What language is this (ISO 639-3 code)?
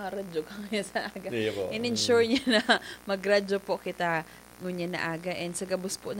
bik